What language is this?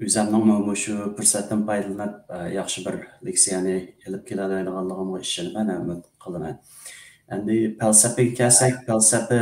Uyghur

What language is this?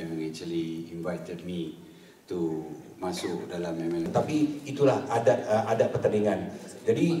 Malay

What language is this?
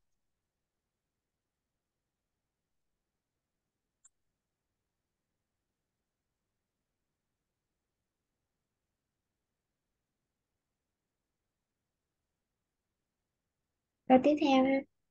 Vietnamese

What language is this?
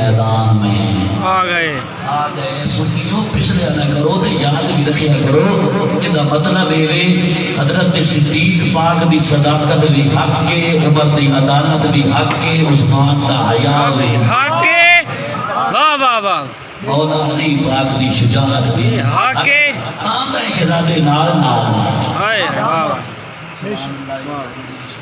Saraiki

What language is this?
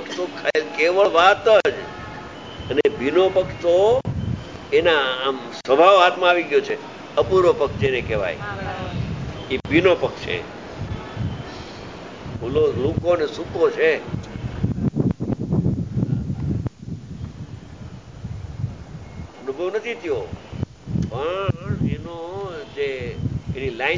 Gujarati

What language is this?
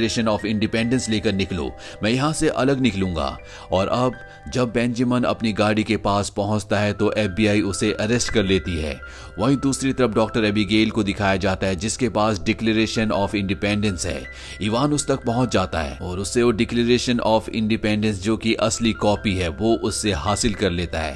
Hindi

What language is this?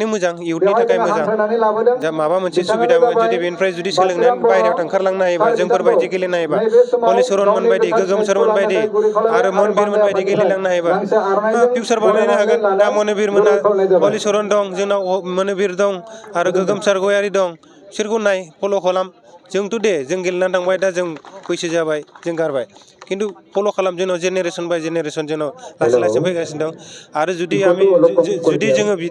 Bodo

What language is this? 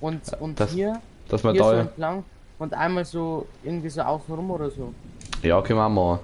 Bavarian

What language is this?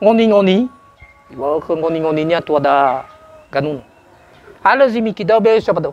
Nias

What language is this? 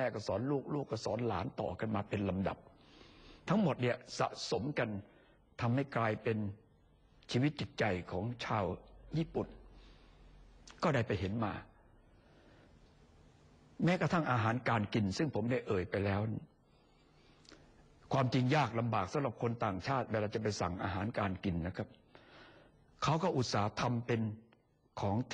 Thai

